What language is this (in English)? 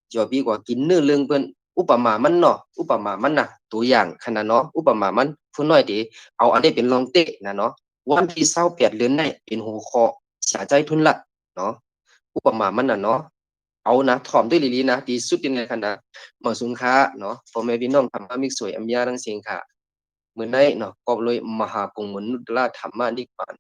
Shan